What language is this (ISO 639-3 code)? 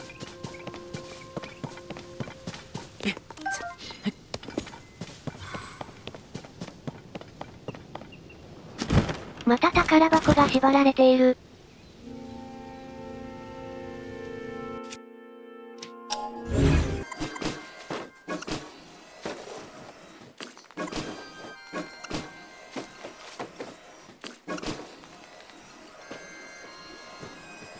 jpn